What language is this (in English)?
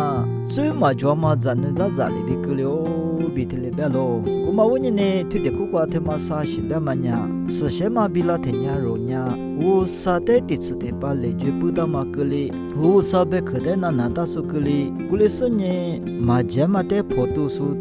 Lisu